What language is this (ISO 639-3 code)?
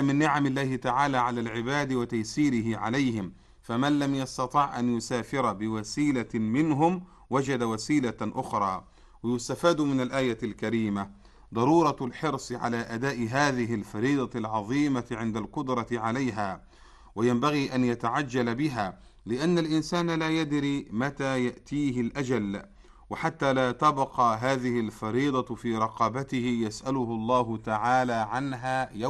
ara